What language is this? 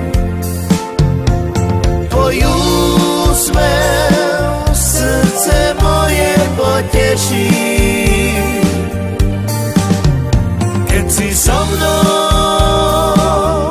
Slovak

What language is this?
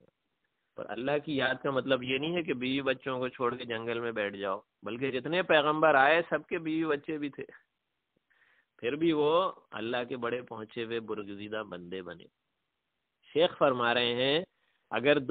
Urdu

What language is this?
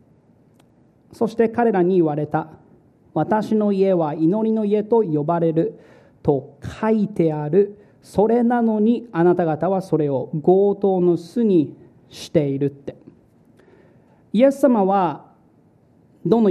Japanese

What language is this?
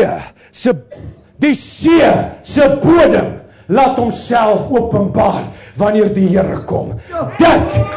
Afrikaans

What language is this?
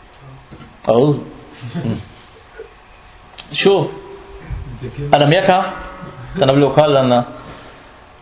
Danish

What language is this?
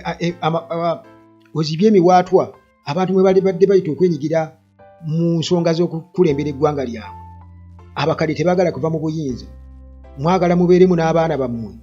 Ganda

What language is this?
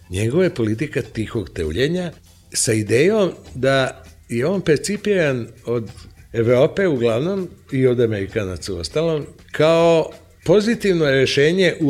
Serbian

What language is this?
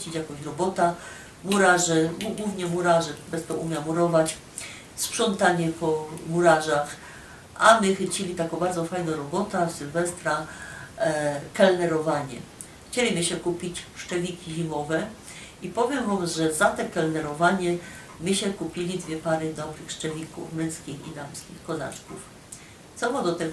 Silesian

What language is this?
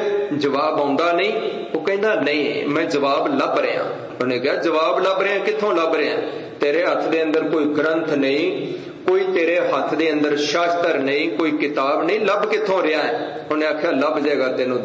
Punjabi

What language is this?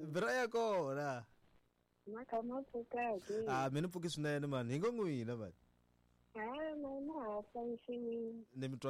Tsonga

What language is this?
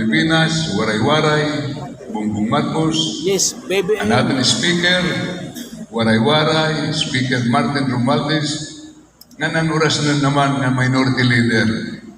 Waray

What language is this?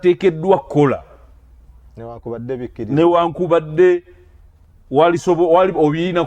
Ganda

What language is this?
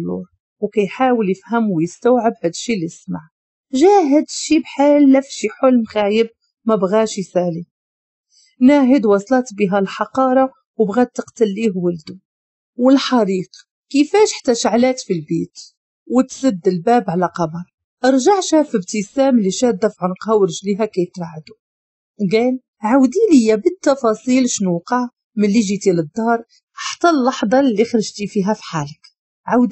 Moroccan Arabic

